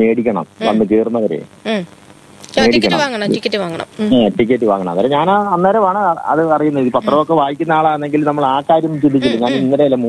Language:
Malayalam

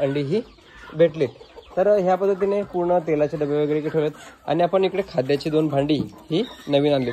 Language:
Marathi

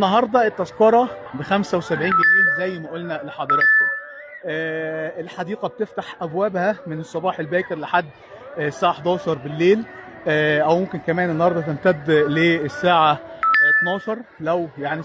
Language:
Egyptian Arabic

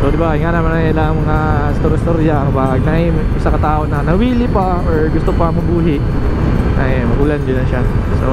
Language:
Cebuano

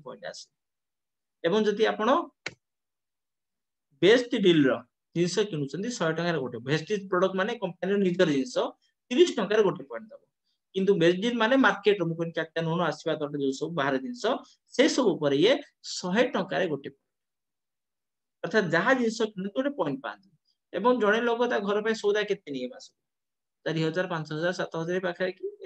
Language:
Odia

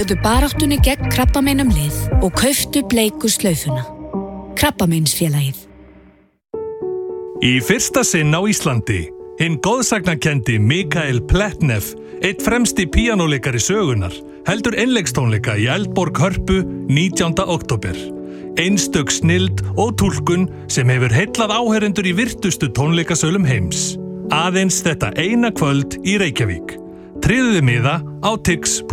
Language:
Icelandic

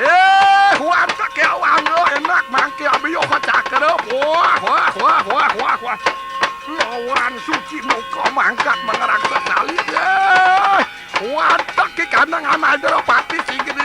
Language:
Balinese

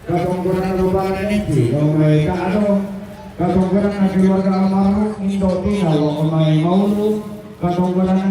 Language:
Toraja-Sa'dan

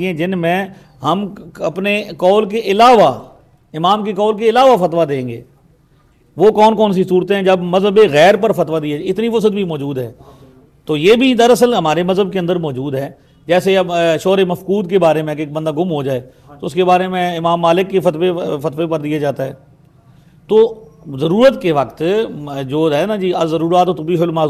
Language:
Urdu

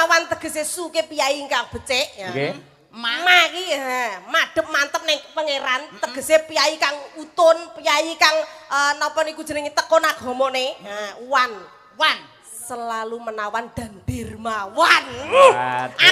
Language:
Javanese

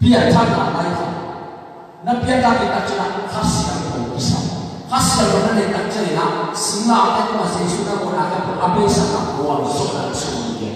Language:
Tedim Chin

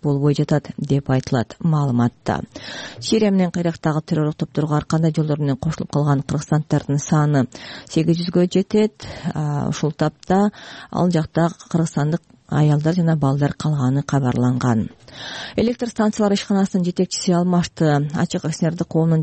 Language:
Kyrgyz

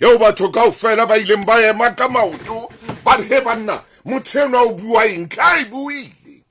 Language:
Southern Sotho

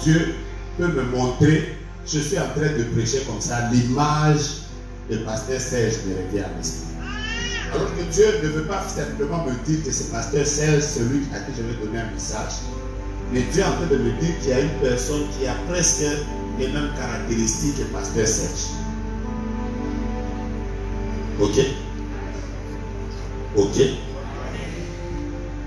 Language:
French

